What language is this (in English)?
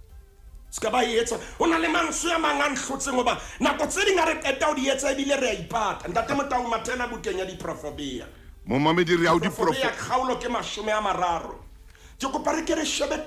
Southern Sotho